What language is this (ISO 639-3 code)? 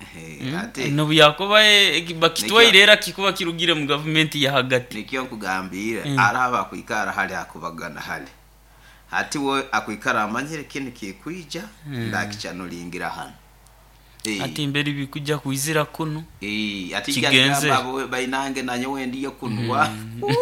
nyo